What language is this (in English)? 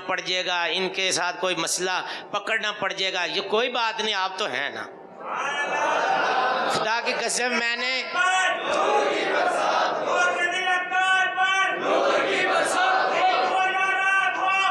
Urdu